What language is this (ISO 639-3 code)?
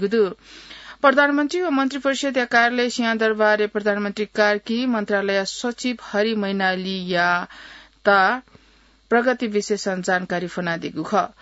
new